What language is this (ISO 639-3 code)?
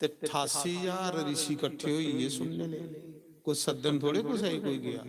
doi